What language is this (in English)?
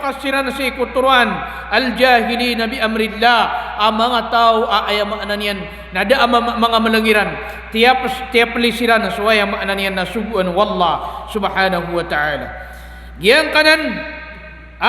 Maranao